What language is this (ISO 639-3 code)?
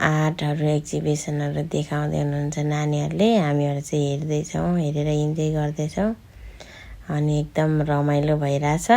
nep